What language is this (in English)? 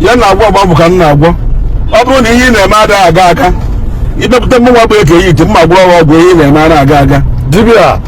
Igbo